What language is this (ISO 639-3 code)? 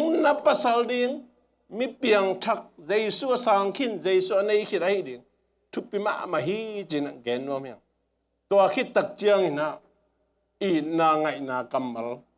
ctd